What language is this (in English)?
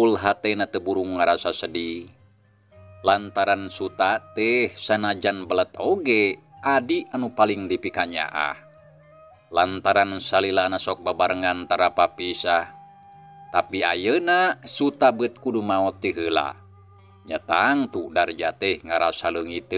Sundanese